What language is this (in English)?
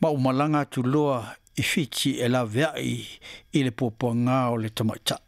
Samoan